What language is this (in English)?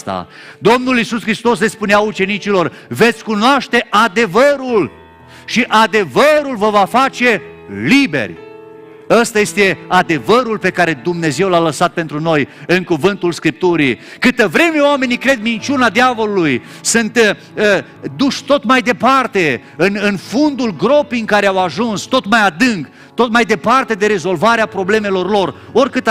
Romanian